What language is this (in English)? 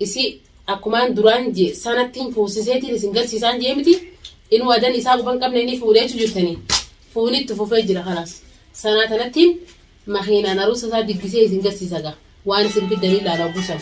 Oromo